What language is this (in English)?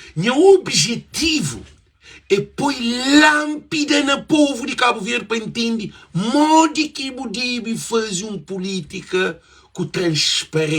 Kabuverdianu